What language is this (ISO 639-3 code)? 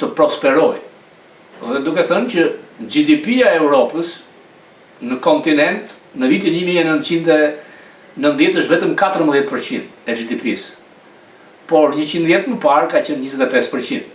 sqi